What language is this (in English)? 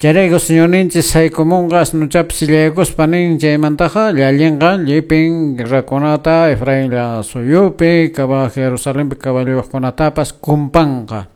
Quechua